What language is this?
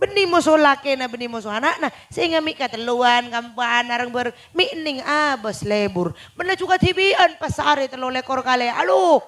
Madurese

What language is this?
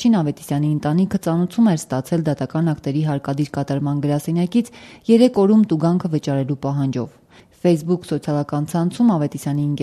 Armenian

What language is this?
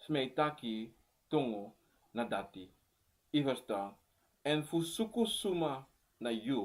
Sranan Tongo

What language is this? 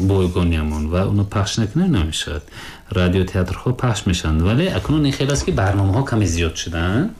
Tajik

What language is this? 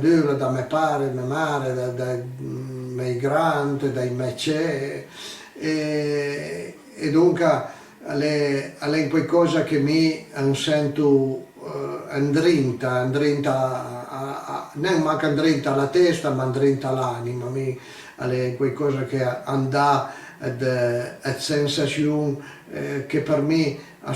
Piedmontese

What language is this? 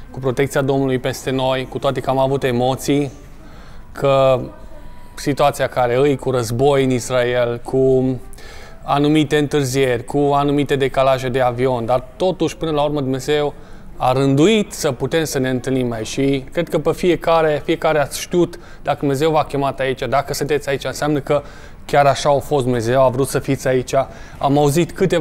Romanian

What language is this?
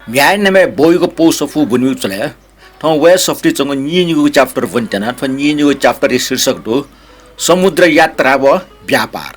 Newari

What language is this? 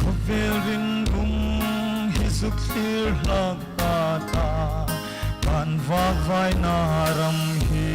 Hmar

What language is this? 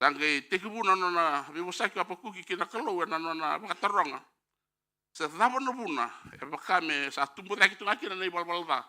Fijian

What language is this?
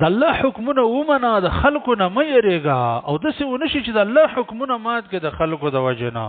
Pashto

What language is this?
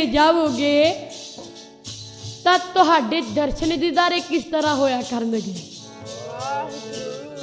Punjabi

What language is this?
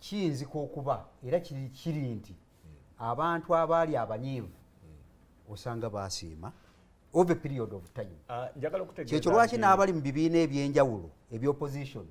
Ganda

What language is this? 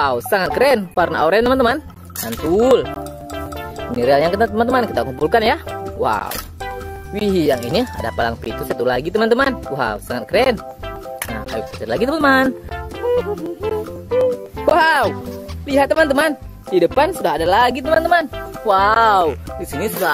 Indonesian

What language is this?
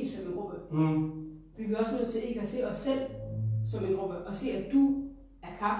Danish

